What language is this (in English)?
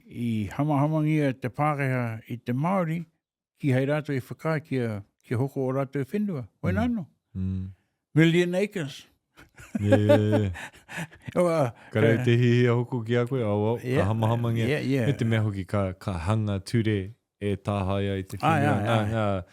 Māori